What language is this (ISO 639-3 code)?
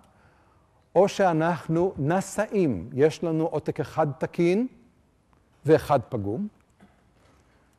heb